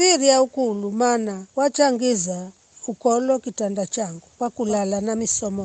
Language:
Giryama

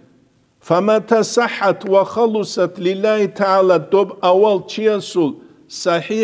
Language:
Avaric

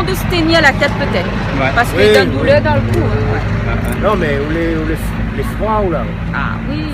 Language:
Réunion Creole French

